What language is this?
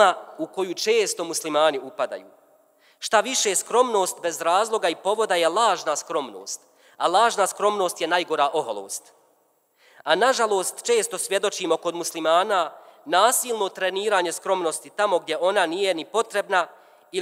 Bosnian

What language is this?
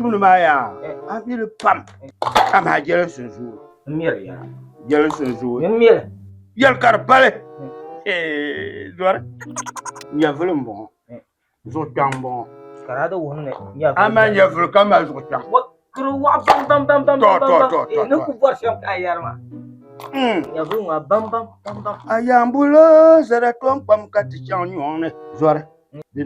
Dagbani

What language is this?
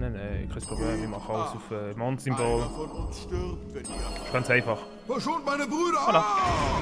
Swiss German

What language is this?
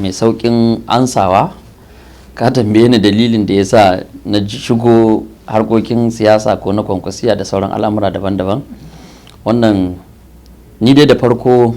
Hausa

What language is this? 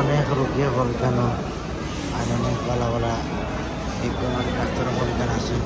Sylheti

